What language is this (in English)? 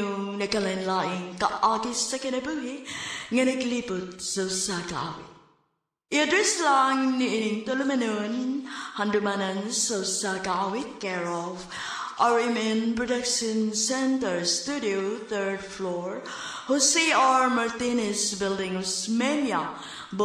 Cebuano